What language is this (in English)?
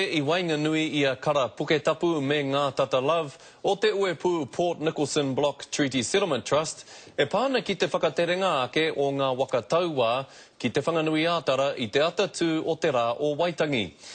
Māori